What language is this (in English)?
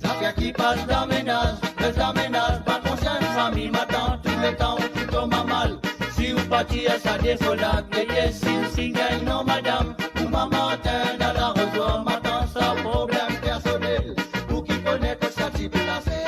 Morisyen